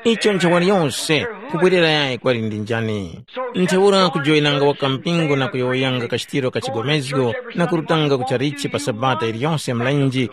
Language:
Tumbuka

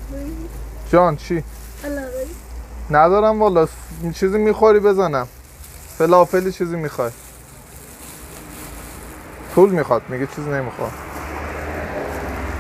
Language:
Persian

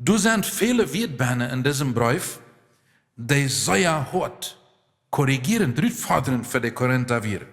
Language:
Plautdietsch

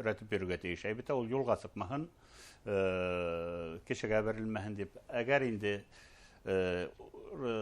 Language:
Bashkir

